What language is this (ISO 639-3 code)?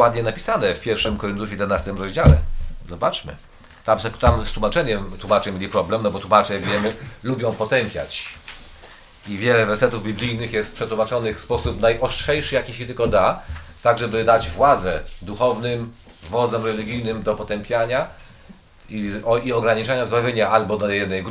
pol